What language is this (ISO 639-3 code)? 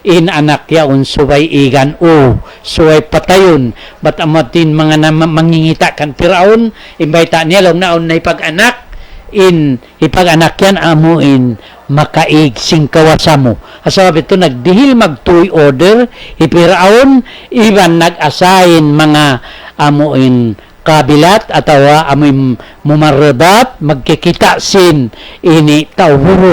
tsg